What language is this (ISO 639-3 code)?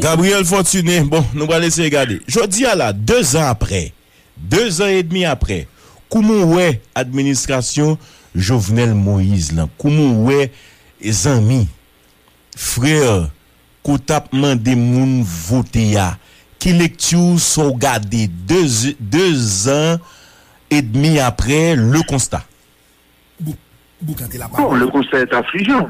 hat